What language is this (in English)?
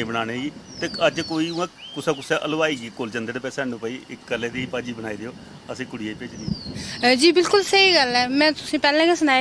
Dogri